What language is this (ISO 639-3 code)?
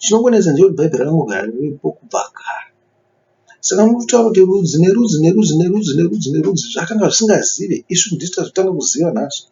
sna